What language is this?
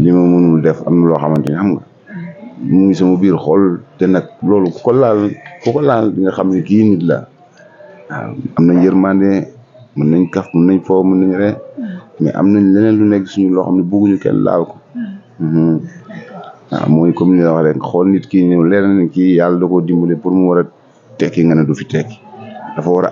Wolof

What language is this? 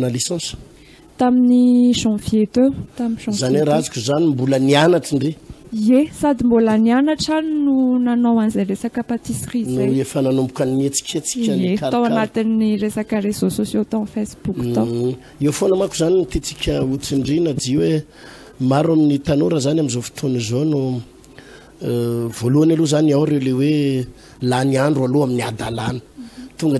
Malagasy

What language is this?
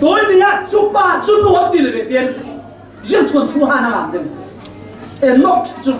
Falam Chin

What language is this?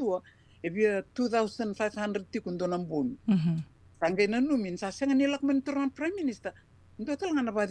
Fijian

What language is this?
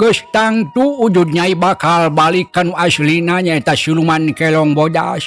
Sundanese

